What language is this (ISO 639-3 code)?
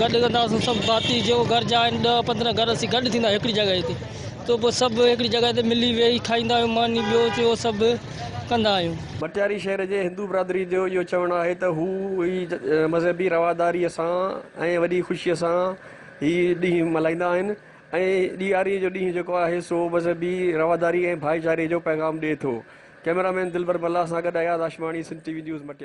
snd